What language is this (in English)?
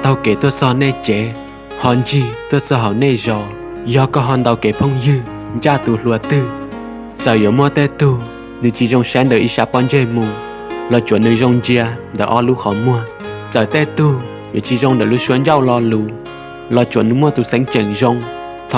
Hmong